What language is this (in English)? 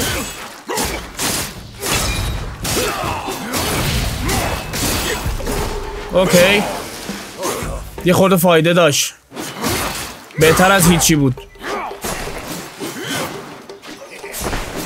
Persian